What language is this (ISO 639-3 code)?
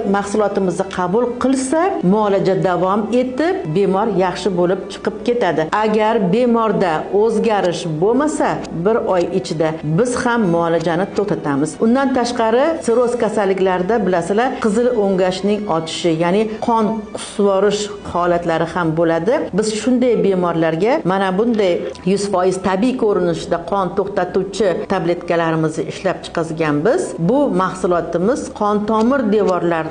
uzb